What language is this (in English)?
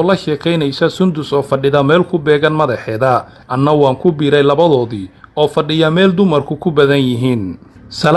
Somali